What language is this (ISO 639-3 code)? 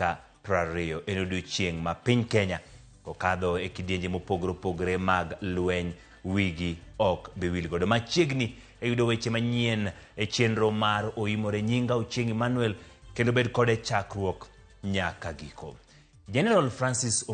luo